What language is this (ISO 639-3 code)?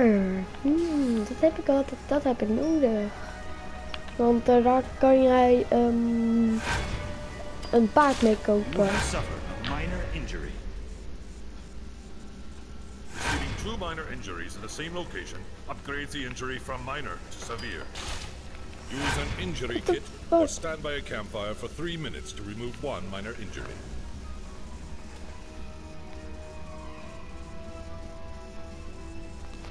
nld